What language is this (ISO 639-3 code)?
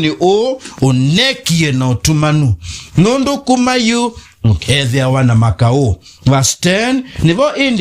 kam